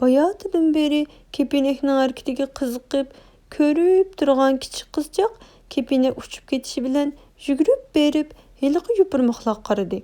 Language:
Uyghur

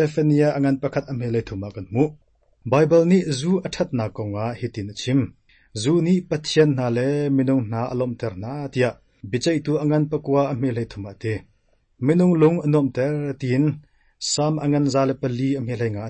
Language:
Hakha Chin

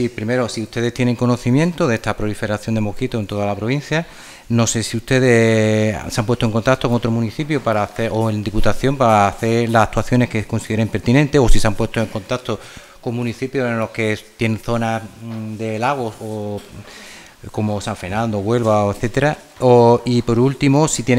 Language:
Spanish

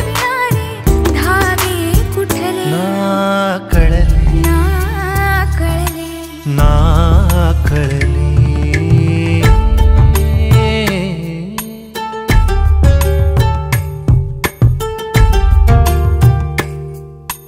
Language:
Marathi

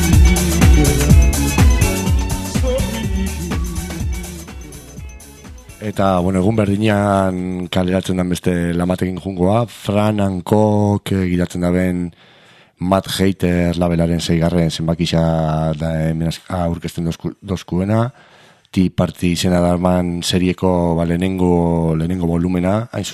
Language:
Basque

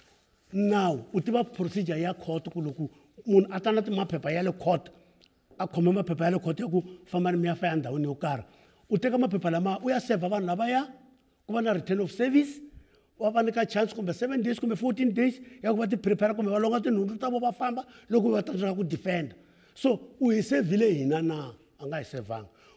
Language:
Tsonga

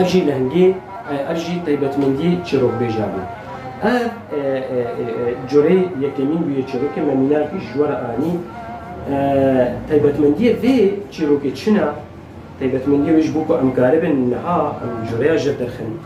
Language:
Kurdish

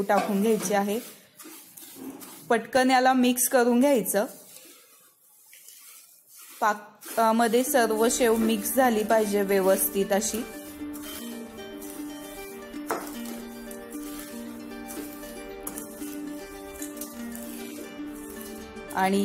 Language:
Marathi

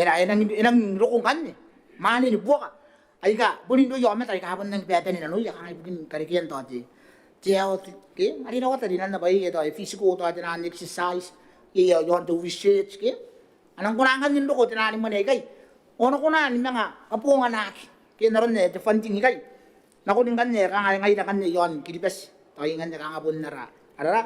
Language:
Gilbertese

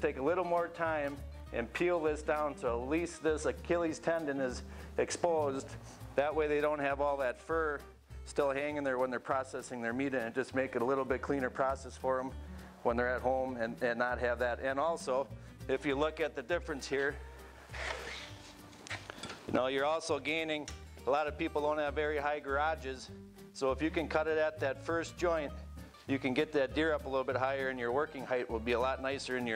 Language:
English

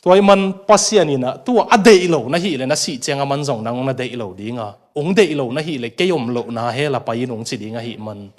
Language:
Tedim Chin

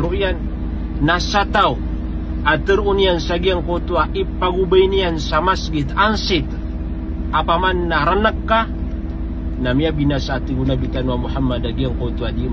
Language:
Maranao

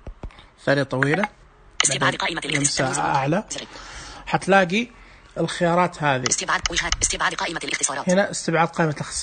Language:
Najdi Arabic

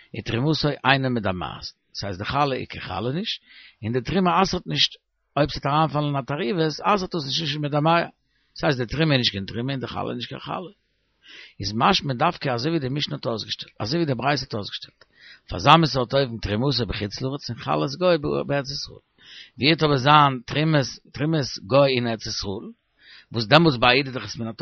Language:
Yiddish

